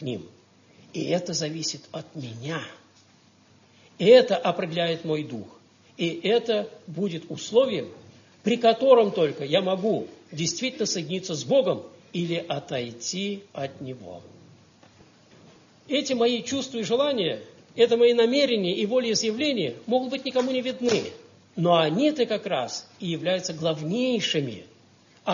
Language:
Russian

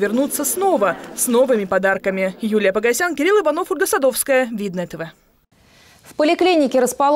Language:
Russian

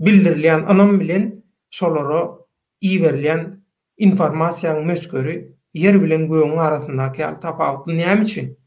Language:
Turkmen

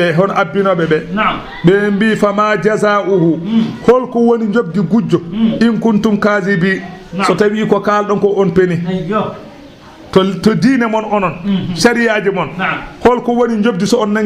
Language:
Fula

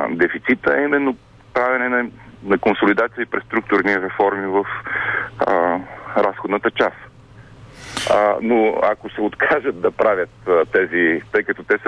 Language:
Bulgarian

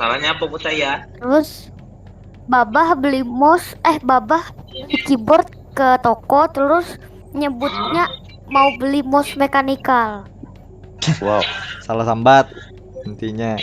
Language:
Banjar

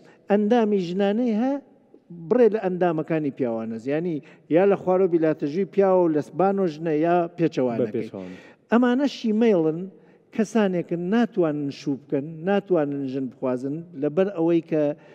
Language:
Central Kurdish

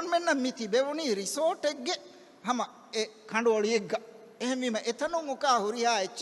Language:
Divehi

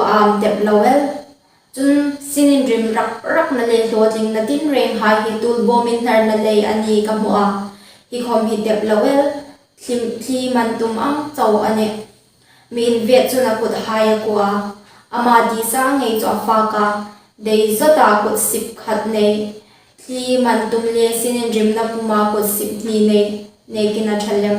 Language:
Hmar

